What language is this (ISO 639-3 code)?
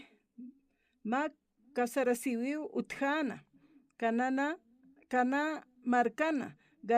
aym